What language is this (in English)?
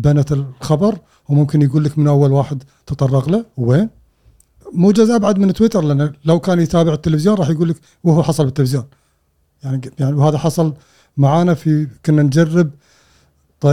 Gulf Arabic